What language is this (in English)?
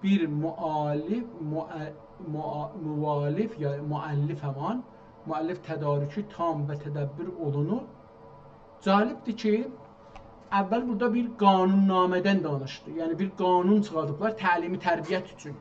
South Azerbaijani